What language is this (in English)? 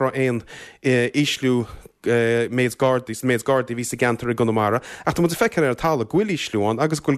Irish